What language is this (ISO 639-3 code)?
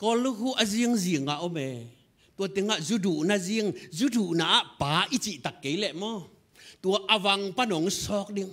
ctd